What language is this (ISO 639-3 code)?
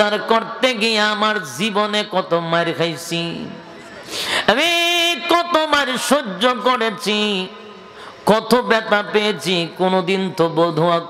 ben